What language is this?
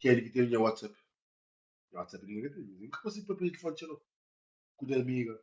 Kabuverdianu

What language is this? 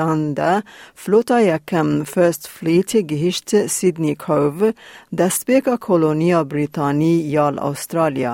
Kurdish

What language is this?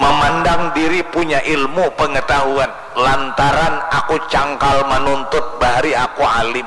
Banjar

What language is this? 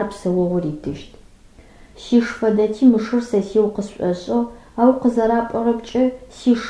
Adyghe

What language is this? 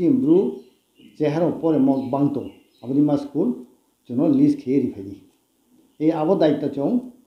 Riang (India)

